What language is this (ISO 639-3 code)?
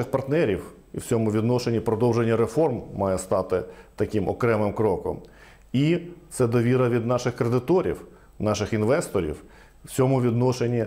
ukr